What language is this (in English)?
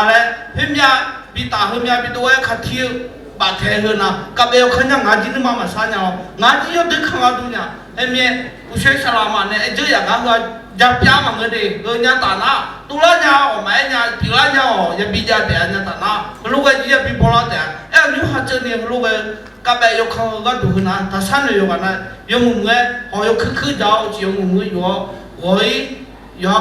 Akha